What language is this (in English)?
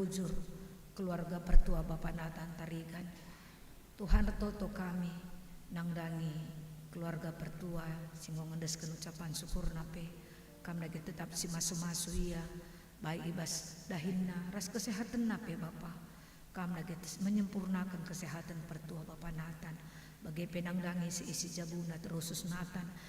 Batak Karo